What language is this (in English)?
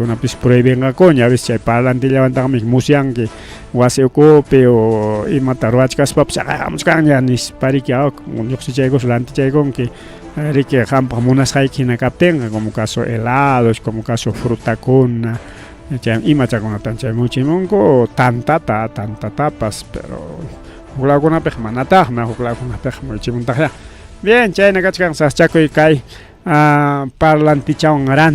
Ayacucho Quechua